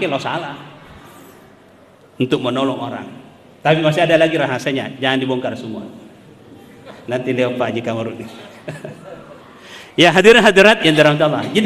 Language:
Indonesian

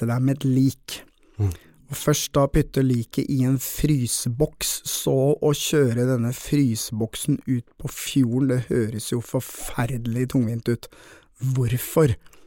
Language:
Norwegian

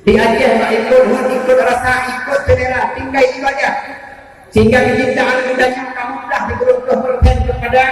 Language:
Achinese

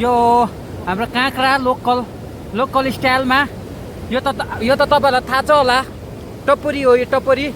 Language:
Nepali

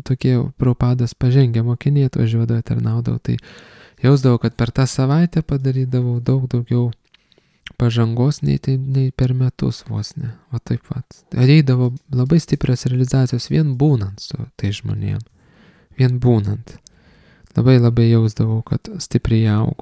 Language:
Lithuanian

